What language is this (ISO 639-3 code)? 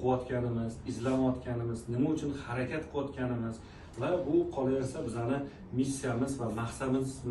uzb